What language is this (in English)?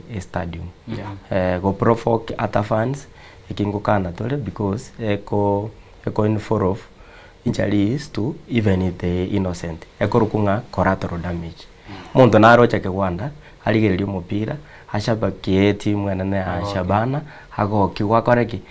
Gusii